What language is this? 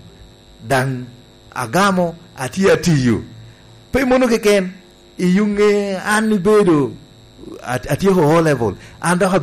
Lango (Uganda)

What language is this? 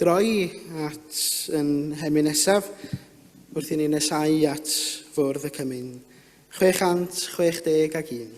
Welsh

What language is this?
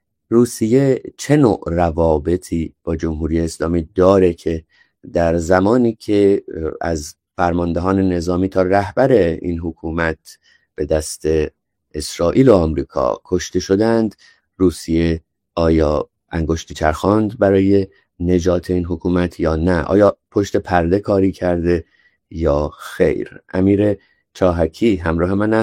Persian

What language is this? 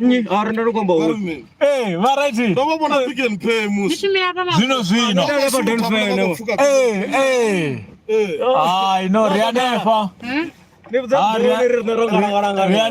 Venda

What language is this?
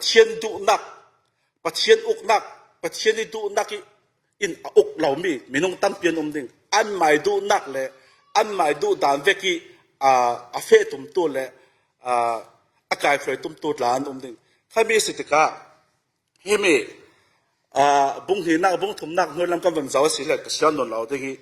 Falam Chin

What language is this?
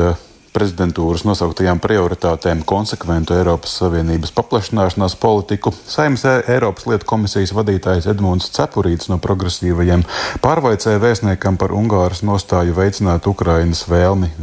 Latvian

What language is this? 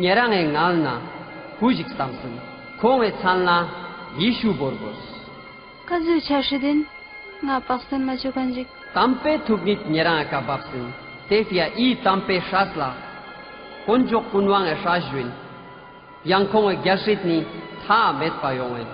Ladakhi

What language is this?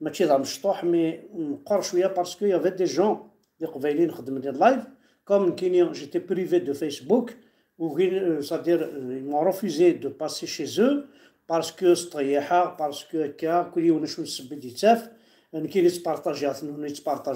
Kabyle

